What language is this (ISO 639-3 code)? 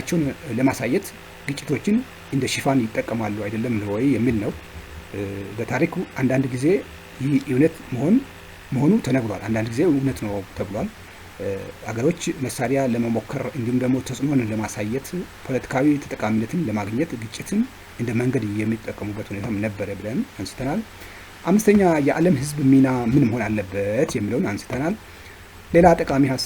amh